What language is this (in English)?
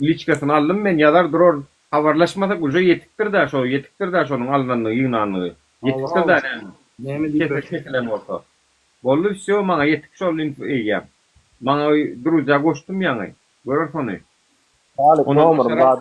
Turkmen